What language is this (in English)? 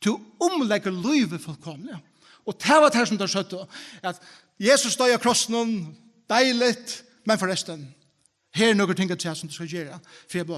Faroese